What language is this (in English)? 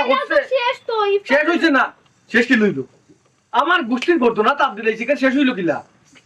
Sylheti